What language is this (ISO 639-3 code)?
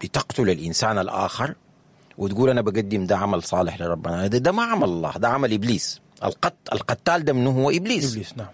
apd